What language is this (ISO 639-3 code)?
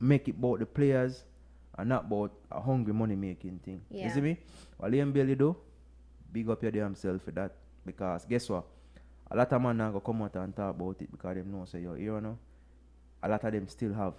jam